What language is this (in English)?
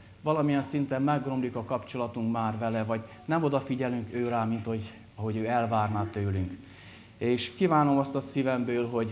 Hungarian